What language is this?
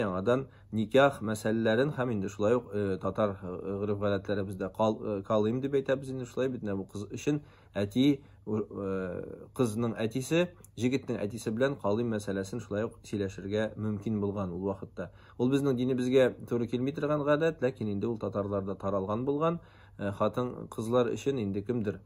Tatar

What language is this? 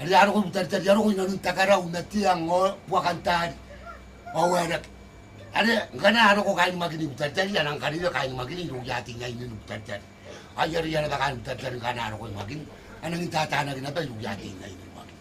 Gilbertese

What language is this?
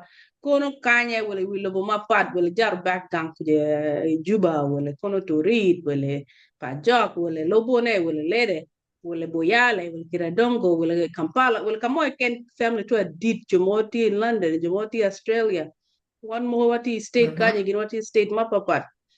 Acoli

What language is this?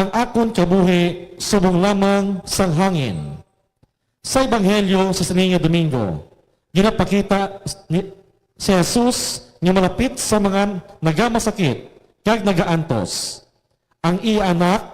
Hiligaynon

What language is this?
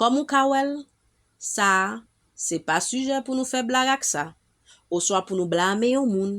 Haitian Creole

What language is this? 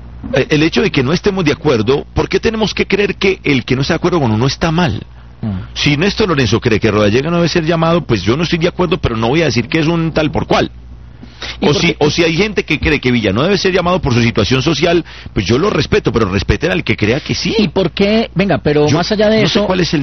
Spanish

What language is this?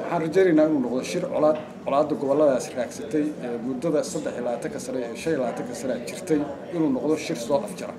Somali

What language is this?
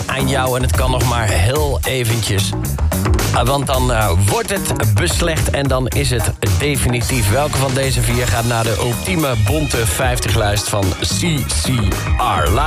Dutch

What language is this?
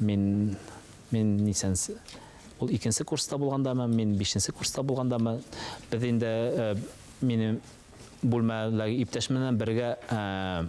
Bashkir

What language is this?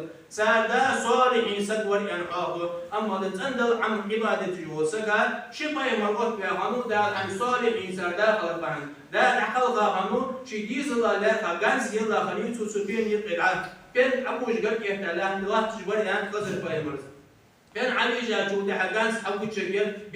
Ingush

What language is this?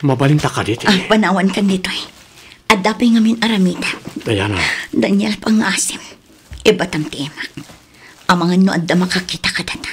Iloko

